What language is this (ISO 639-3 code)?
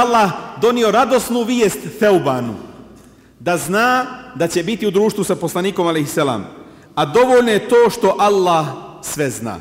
bos